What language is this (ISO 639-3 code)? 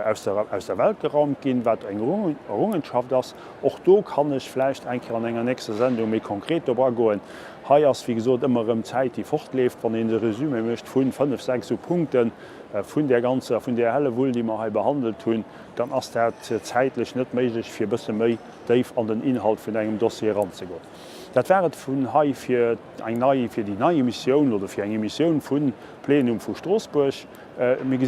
ltz